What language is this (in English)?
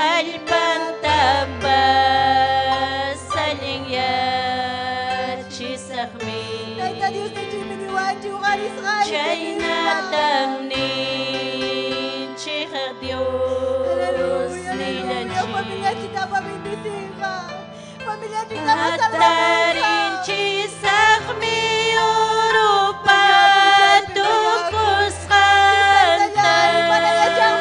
Ayacucho Quechua